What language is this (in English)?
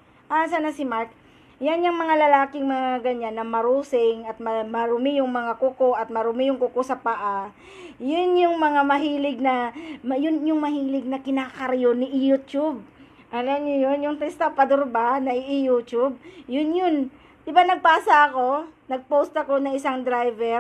Filipino